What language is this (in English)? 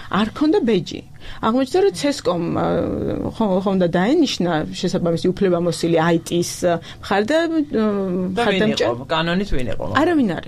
Georgian